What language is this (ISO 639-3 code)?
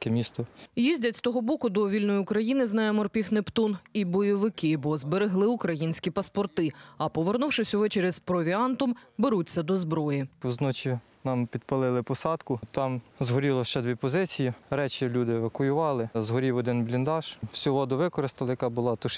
ukr